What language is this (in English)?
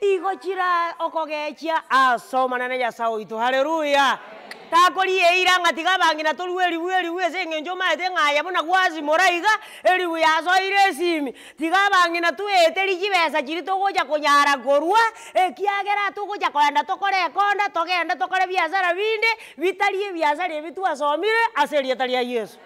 Gusii